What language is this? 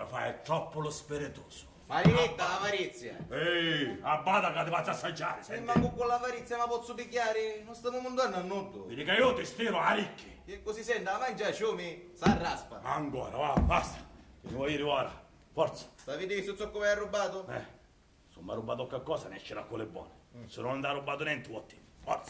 Sicilian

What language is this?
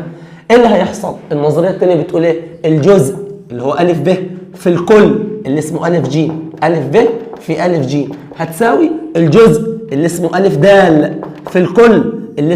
Egyptian Arabic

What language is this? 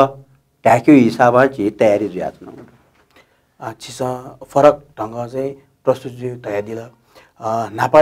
Newari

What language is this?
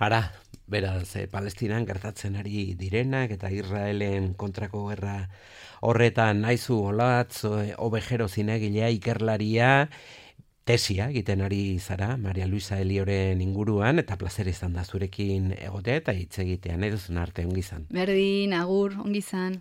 Basque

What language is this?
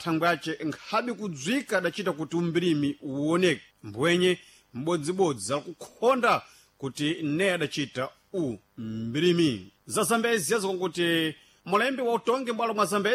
Sena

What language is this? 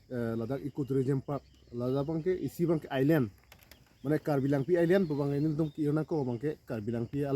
Karbi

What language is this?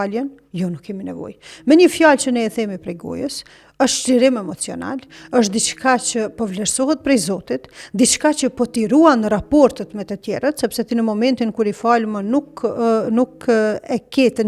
Albanian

